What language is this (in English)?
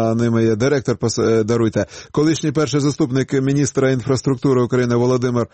Ukrainian